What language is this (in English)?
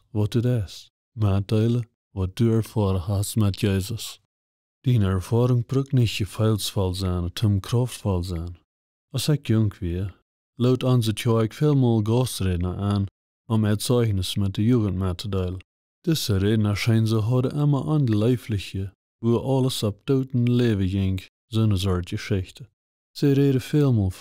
Plautdietsch